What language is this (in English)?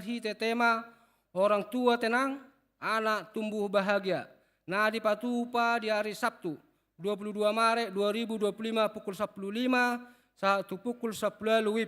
Batak Toba